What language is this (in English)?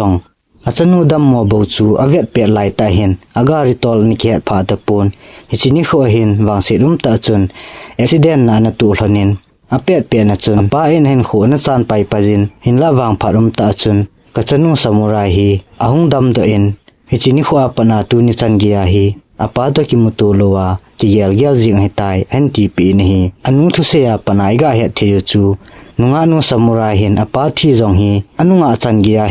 Thado Chin